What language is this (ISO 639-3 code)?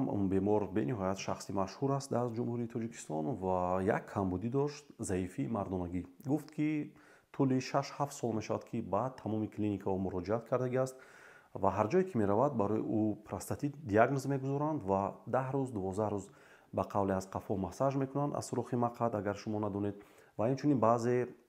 tgk